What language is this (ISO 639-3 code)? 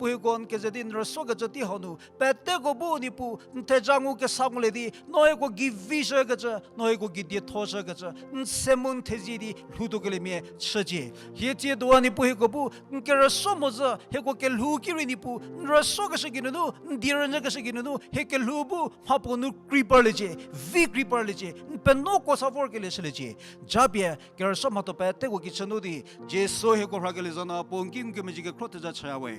njm